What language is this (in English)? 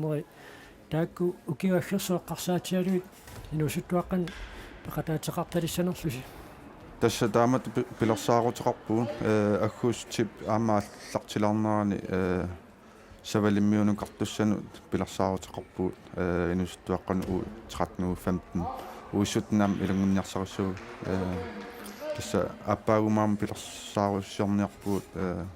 Kalaallisut